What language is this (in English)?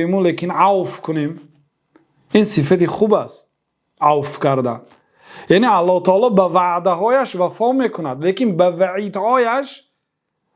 Persian